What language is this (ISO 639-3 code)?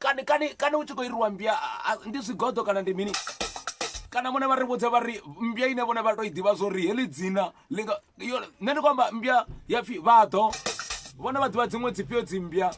ven